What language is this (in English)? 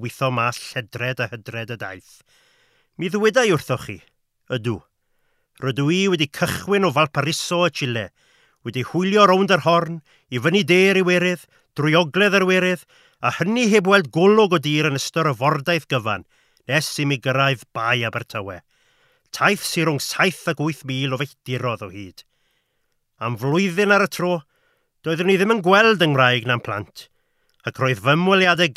Welsh